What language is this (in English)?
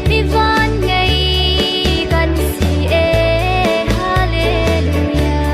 Hakha Chin